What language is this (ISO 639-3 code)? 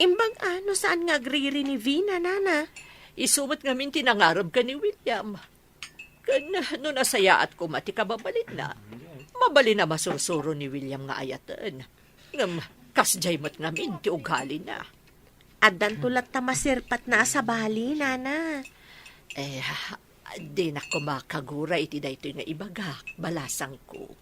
ilo